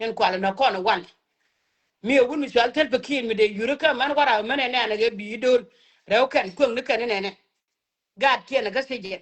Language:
Nuer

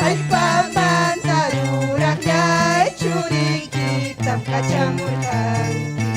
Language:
Ayacucho Quechua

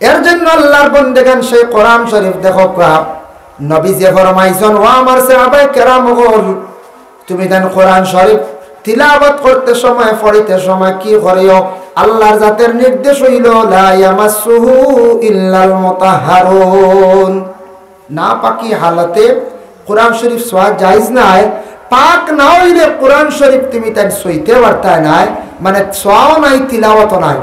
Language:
Sylheti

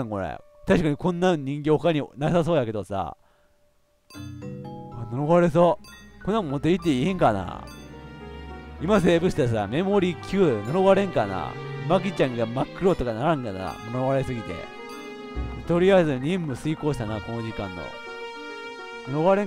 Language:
Japanese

